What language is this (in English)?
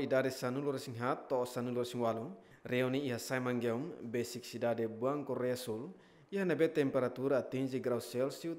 Tetum